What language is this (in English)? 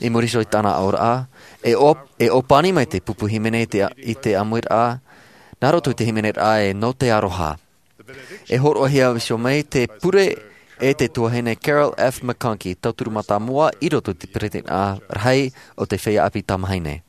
Tahitian